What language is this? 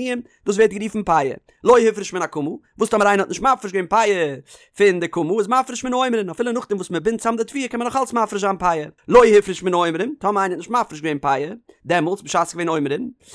Yiddish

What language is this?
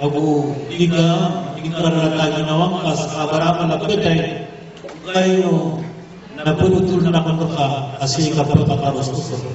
Maranao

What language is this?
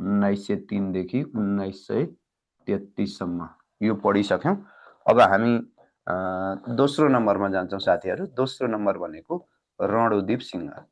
Nepali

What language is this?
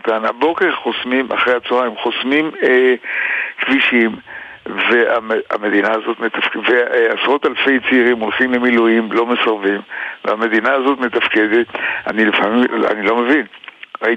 Hebrew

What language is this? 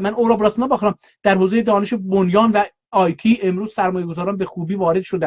South Azerbaijani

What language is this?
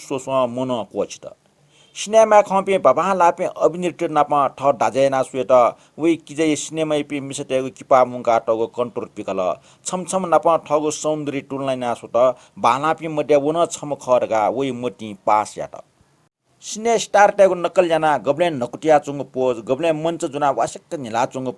Newari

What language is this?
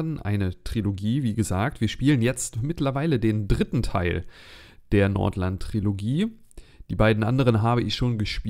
German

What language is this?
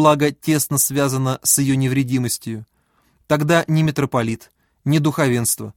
Russian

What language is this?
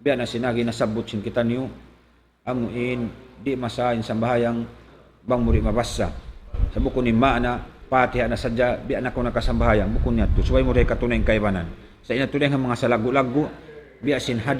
Tausug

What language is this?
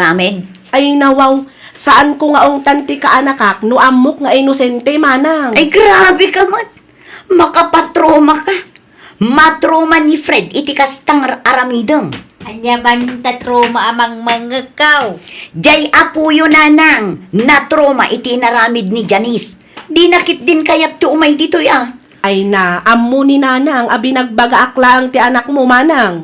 Iloko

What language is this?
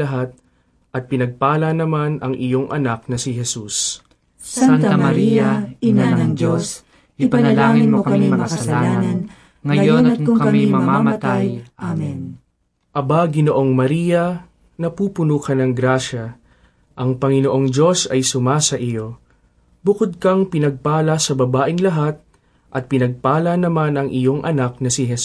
Filipino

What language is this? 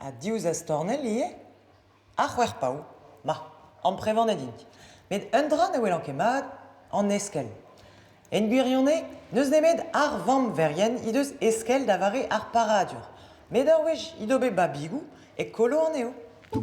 Breton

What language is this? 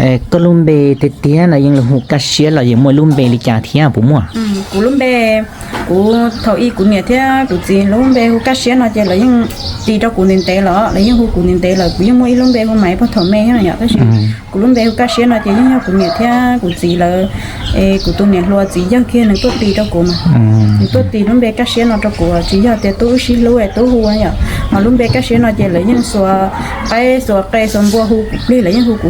Hmong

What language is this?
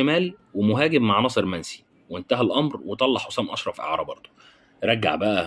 Egyptian Arabic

